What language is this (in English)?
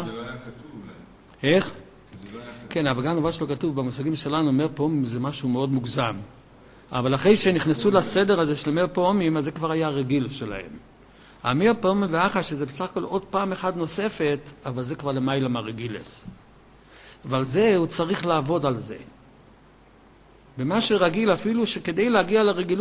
Hebrew